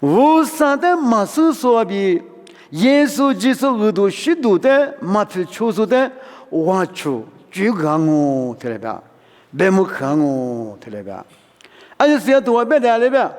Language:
Lisu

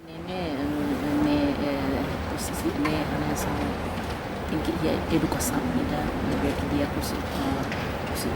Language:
Tetum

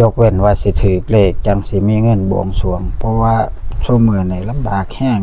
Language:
Northeastern Thai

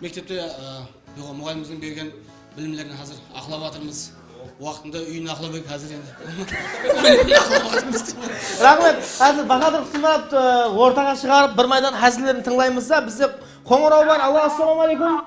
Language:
Kara-Kalpak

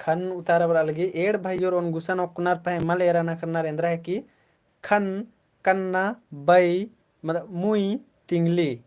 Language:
Kurukh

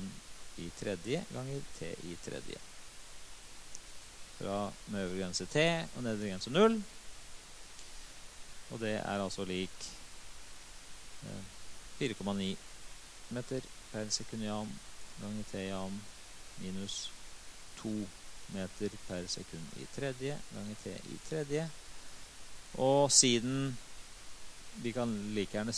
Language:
Norwegian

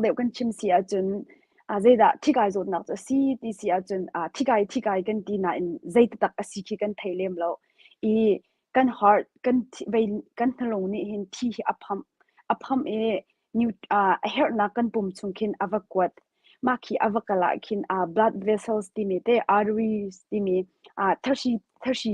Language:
Hakha Chin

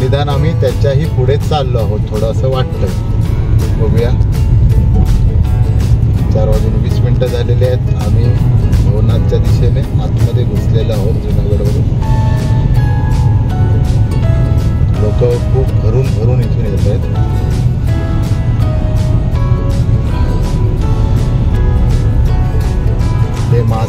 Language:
Marathi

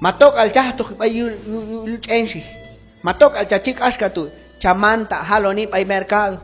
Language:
Q'anjob'al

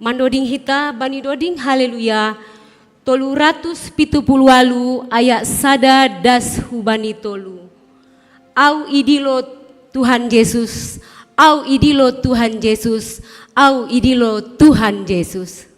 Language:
Batak Simalungun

